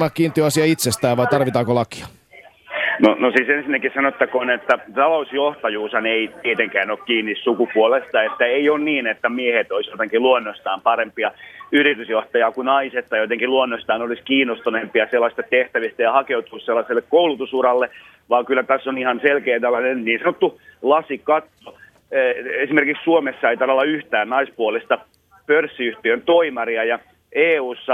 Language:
Finnish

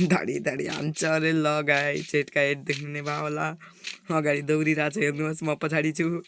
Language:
Nepali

